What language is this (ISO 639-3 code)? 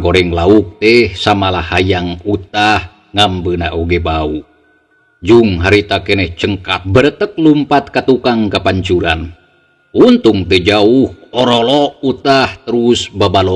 sun